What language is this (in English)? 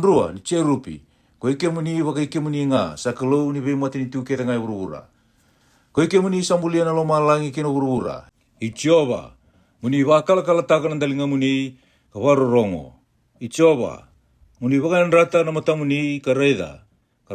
Fijian